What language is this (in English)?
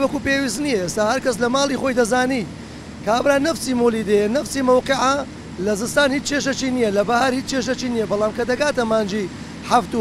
Central Kurdish